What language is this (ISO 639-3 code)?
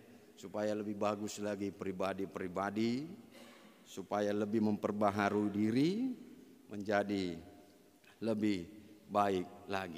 bbc